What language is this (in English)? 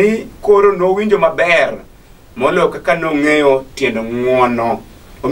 Luo (Kenya and Tanzania)